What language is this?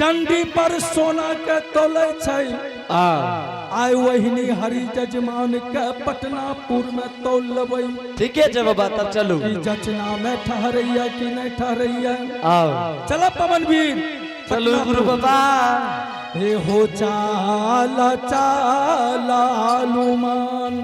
Angika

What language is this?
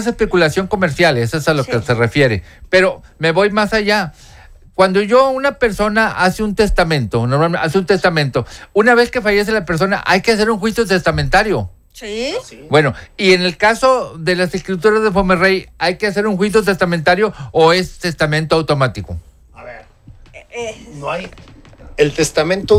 Spanish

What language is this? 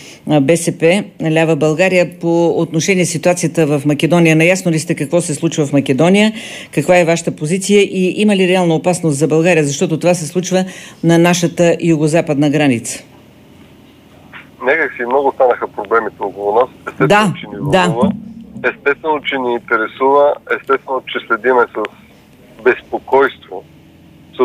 Bulgarian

